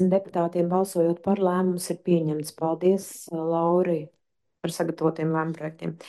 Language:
Latvian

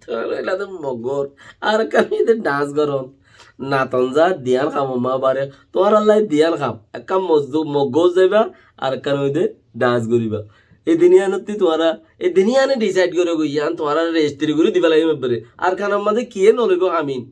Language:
Rohingya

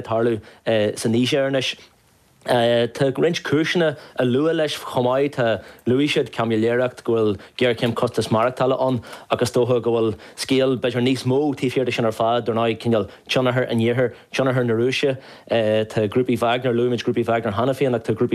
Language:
Irish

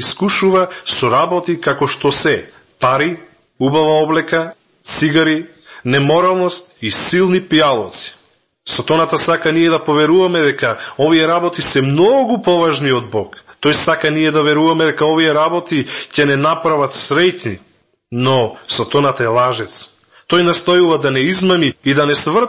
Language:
Macedonian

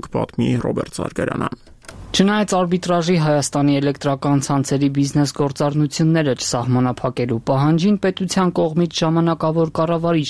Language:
Armenian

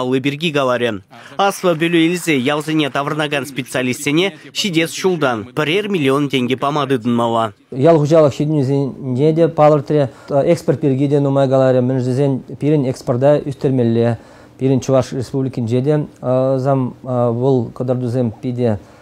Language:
Chuvash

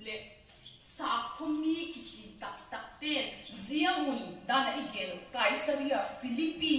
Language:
Vaiphei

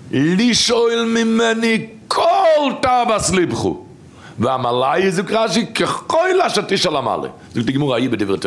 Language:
Yiddish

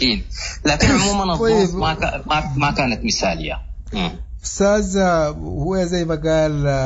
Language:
Sudanese Arabic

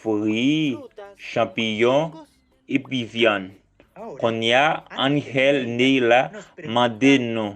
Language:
Haitian Creole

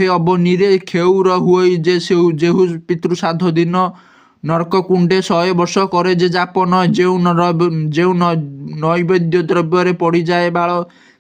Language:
Odia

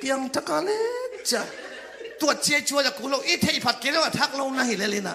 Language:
Tedim Chin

